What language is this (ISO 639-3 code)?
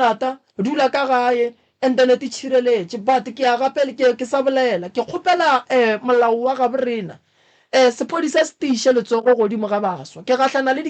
nso